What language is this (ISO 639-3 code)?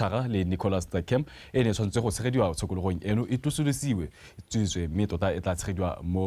tsn